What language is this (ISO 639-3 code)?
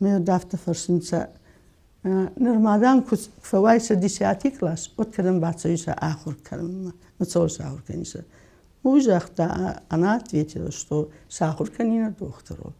oss